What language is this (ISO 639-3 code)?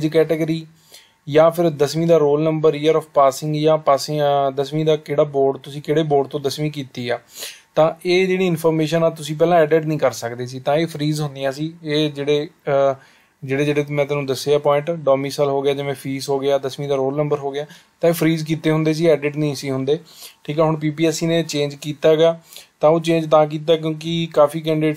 pan